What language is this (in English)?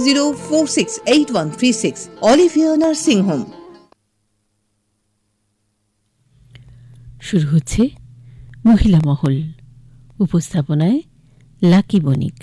Bangla